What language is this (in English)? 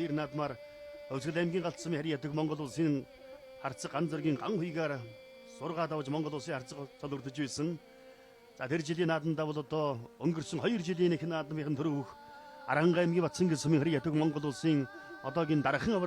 Mongolian